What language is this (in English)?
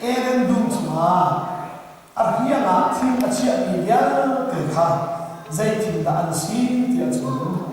Hakha Chin